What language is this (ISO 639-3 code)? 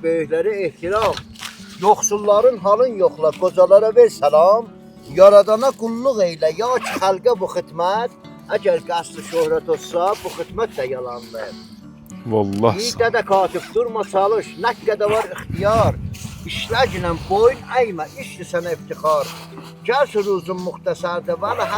azb